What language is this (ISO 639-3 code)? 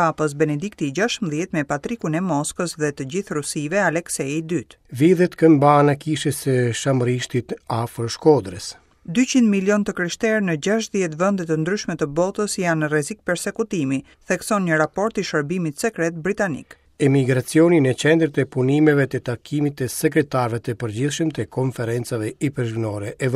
sqi